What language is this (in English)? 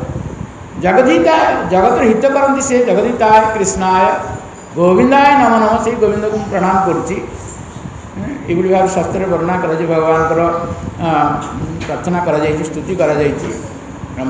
Odia